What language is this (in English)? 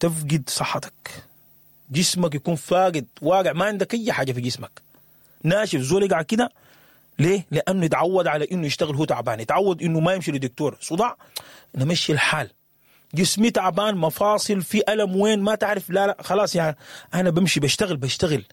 Sudanese Arabic